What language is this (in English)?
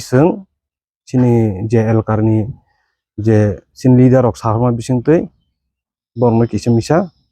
Kok Borok